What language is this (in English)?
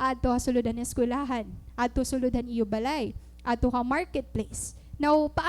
Waray